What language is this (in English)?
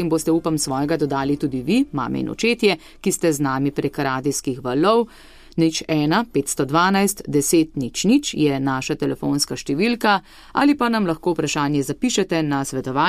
Slovenian